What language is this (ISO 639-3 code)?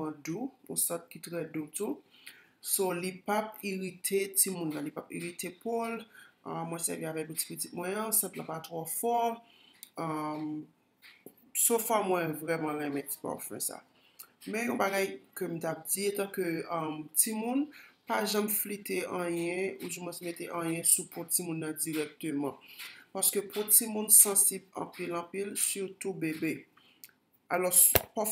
hat